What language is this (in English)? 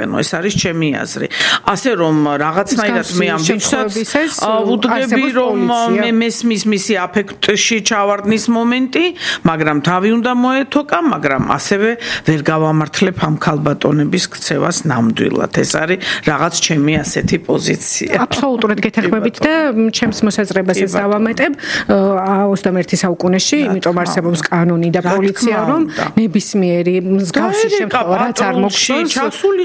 Georgian